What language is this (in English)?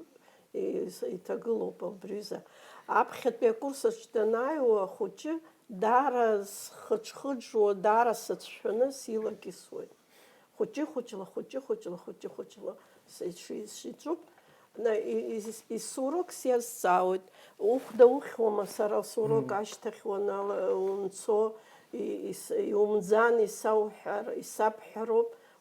Abkhazian